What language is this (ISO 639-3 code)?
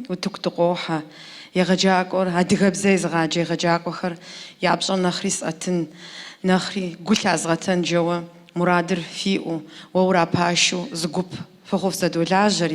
kbd